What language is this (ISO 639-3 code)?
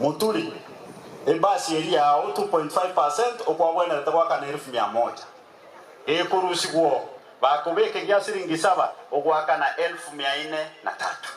guz